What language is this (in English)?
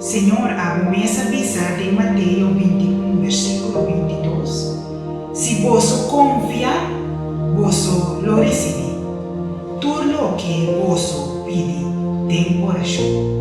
Papiamento